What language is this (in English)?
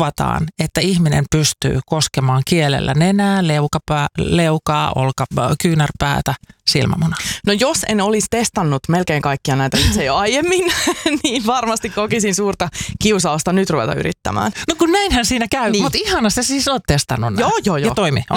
Finnish